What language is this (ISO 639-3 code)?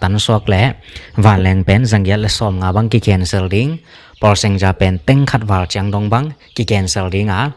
ctd